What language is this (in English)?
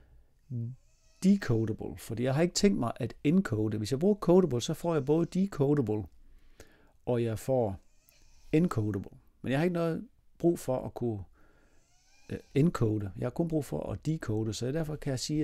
Danish